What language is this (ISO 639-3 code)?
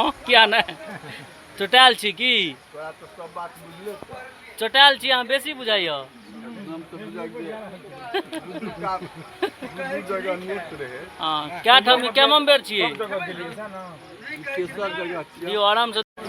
mai